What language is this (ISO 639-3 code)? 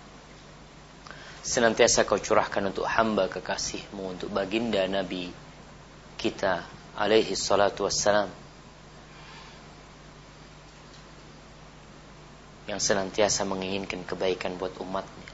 ind